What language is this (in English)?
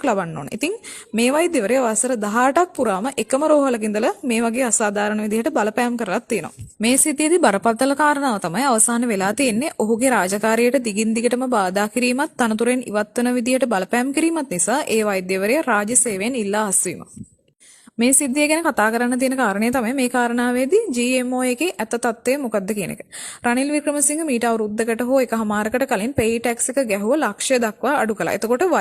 Sinhala